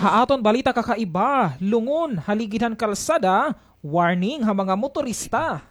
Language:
Waray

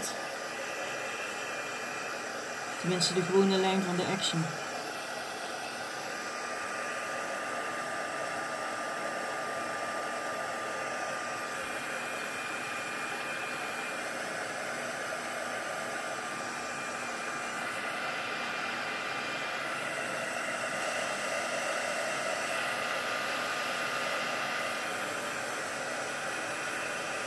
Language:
Dutch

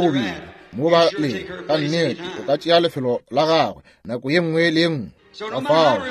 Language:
Northern Sotho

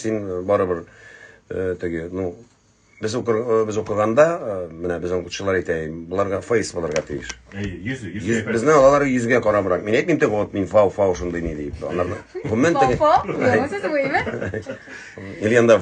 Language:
Tatar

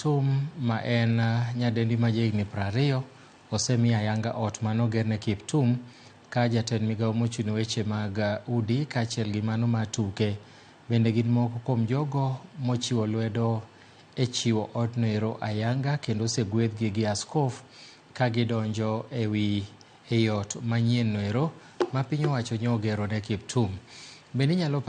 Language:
Luo (Kenya and Tanzania)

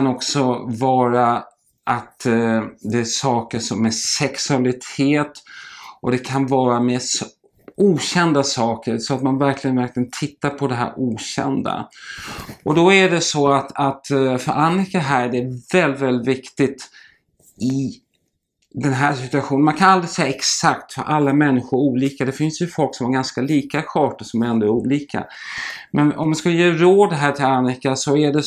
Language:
Swedish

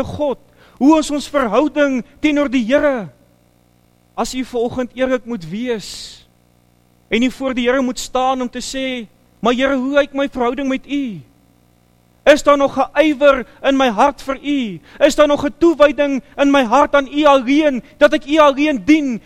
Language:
Afrikaans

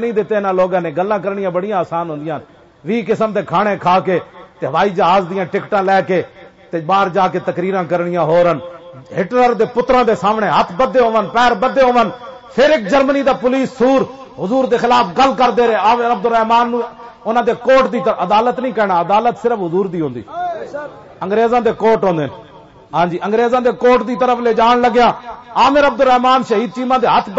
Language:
Western Panjabi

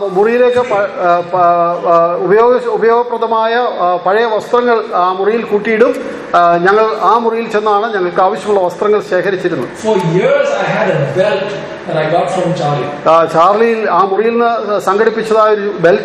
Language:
Malayalam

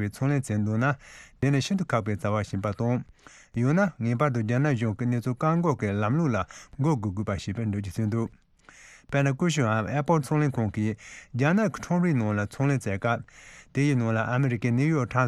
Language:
Tibetan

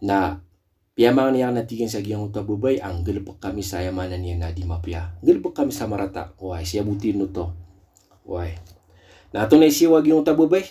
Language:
Maranao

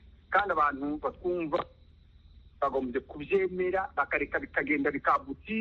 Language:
Kinyarwanda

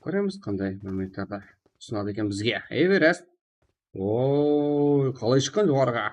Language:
Kara-Kalpak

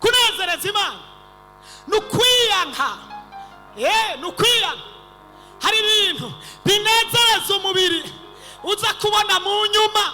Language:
Rundi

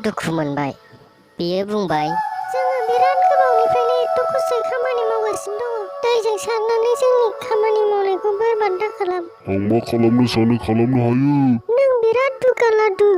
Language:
Bodo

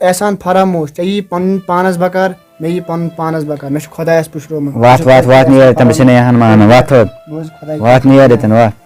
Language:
Kashmiri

